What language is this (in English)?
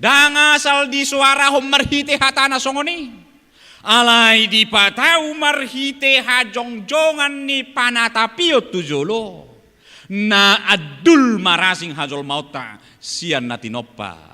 Batak Toba